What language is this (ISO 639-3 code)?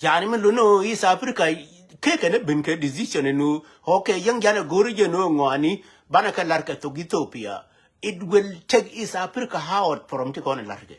nus